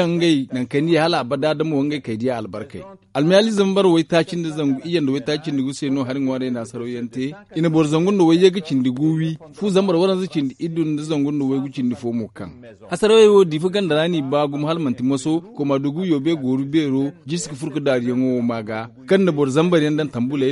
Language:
Zarma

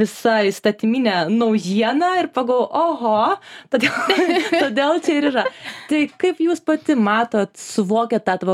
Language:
Lithuanian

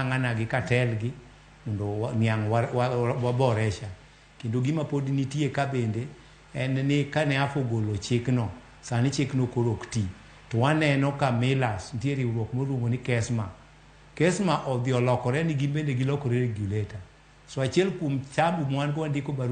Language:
Luo (Kenya and Tanzania)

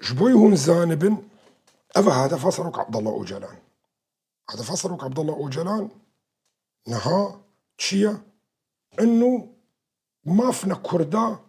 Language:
Kurdish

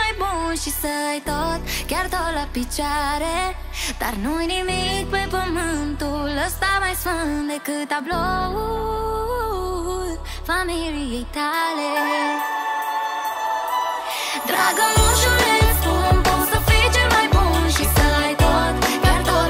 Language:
Romanian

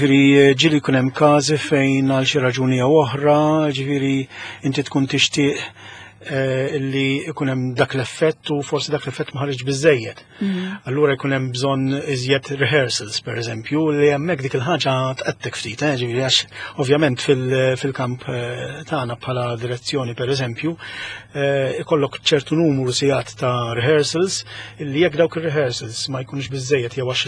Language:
Maltese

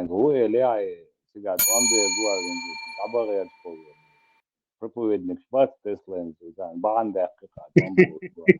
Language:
Chechen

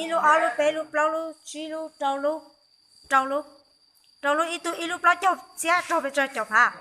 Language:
Hmong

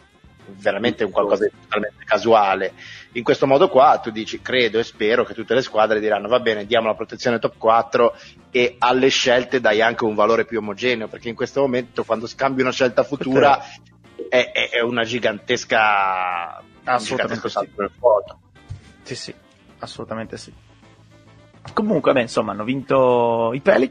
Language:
Italian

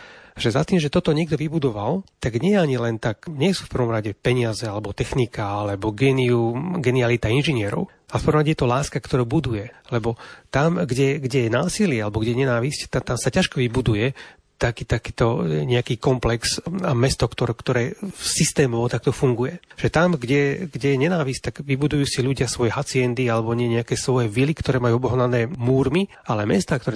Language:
Slovak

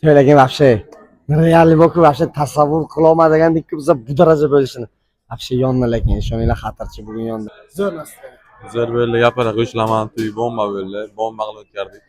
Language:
Uzbek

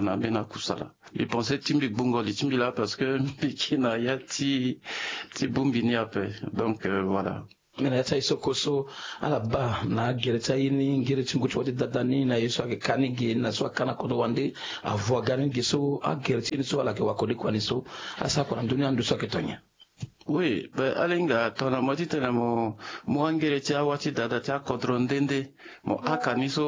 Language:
Sango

